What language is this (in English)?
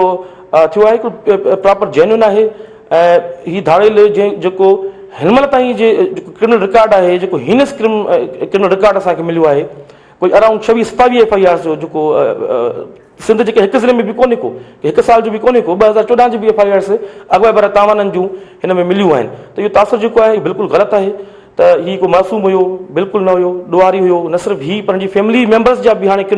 Sindhi